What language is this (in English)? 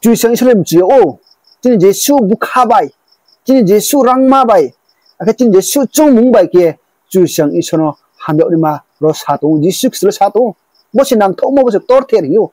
Riang (India)